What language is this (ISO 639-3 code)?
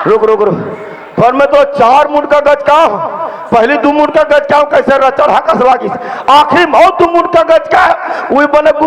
hne